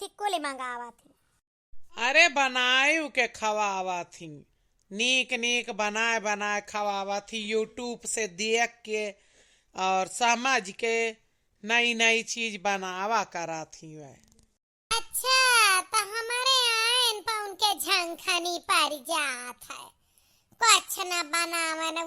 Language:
Awadhi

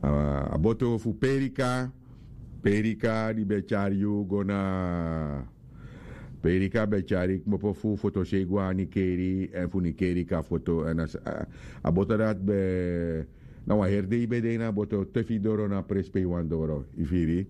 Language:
Sranan Tongo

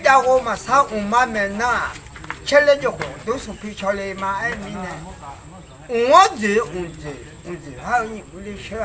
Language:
Akha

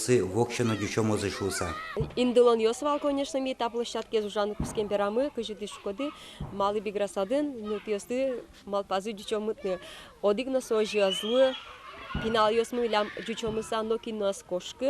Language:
Udmurt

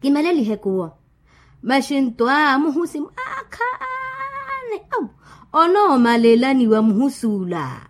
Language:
Makhuwa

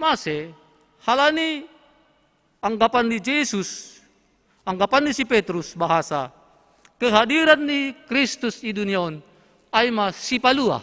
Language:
Batak Simalungun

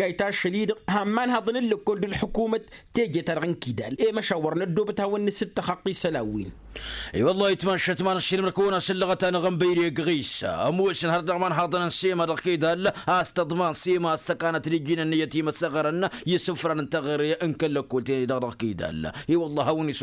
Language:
Tamasheq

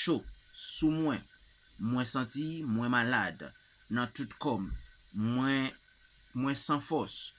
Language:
Haitian Creole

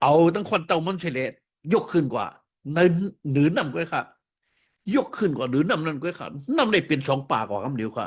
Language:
Shan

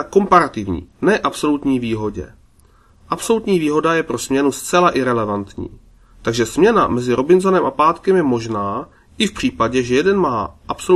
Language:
Czech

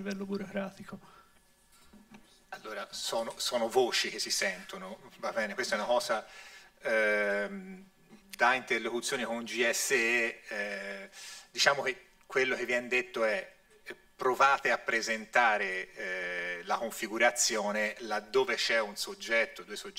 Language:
Italian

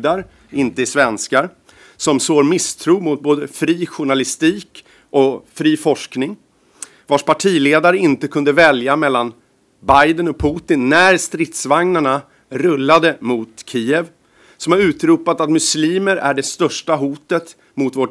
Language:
Swedish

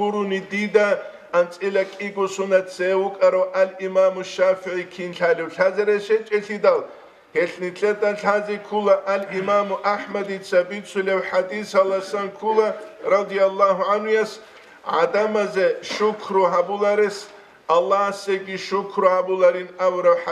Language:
Avaric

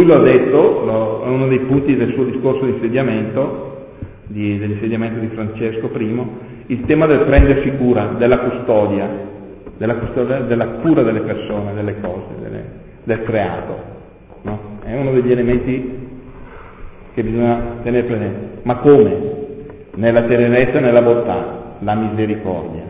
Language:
Italian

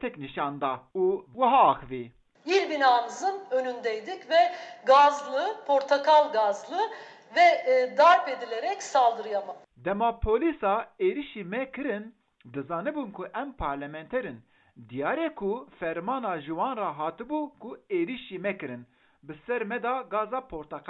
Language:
Kurdish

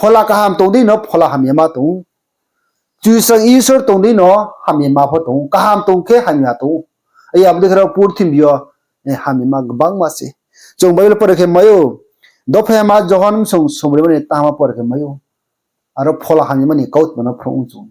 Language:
Riang (India)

